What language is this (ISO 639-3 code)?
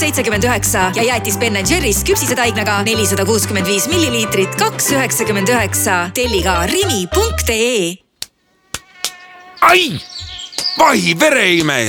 est